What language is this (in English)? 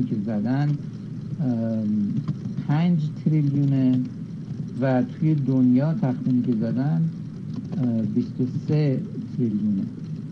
Persian